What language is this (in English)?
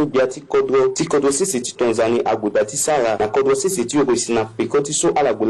Sango